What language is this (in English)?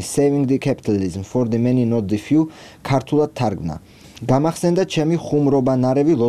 Georgian